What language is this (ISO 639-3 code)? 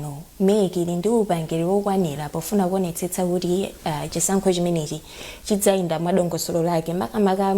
nya